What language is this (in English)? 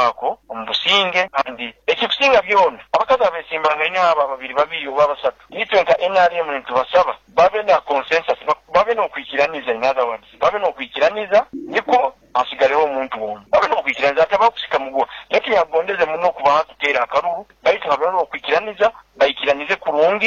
Nyoro